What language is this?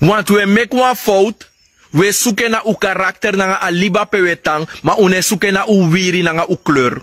Sranan Tongo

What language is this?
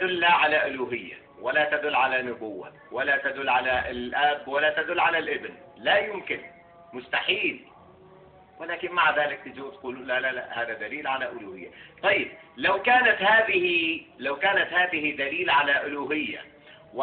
Egyptian Arabic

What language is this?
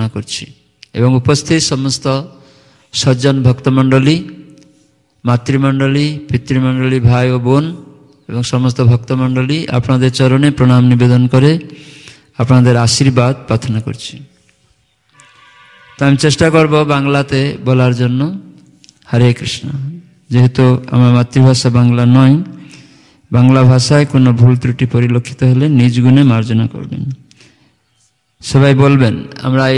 Bangla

